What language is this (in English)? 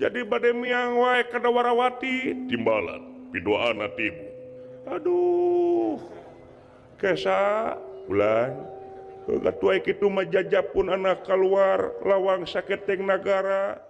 Sundanese